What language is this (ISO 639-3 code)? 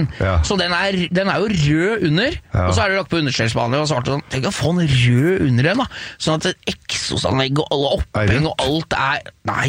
nor